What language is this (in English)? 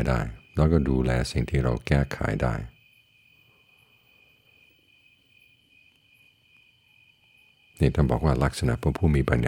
Thai